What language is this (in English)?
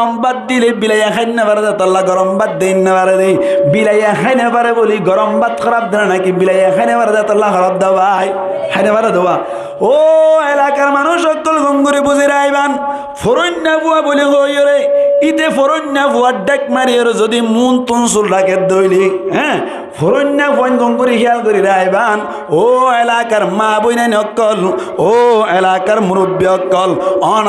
Rohingya